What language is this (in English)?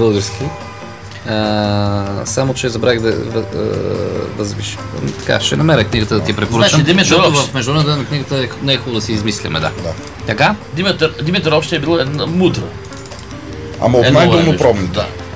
Bulgarian